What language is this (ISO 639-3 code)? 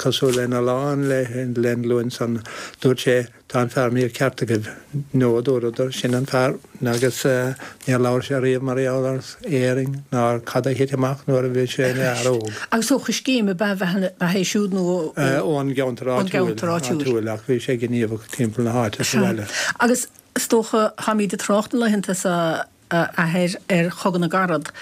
gle